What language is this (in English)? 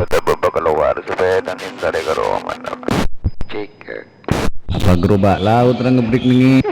Madurese